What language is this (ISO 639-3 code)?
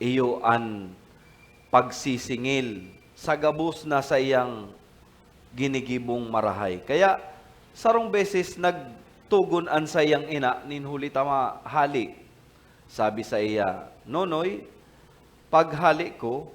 bik